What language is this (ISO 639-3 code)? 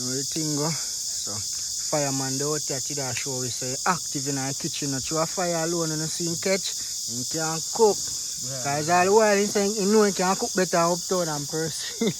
jam